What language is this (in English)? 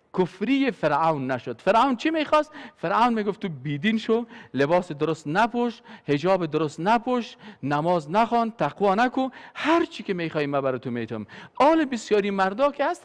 Persian